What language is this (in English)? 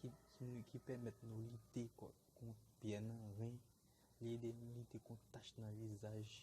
Haitian Creole